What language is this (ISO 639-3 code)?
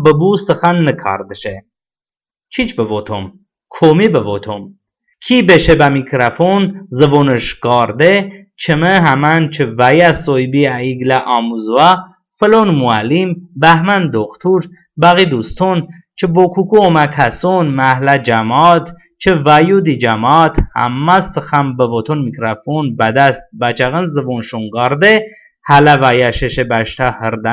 tly